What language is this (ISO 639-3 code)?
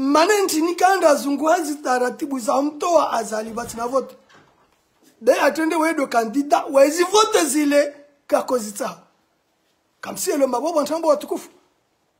swa